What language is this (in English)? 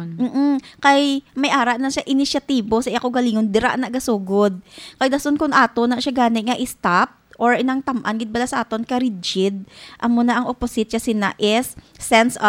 Hiligaynon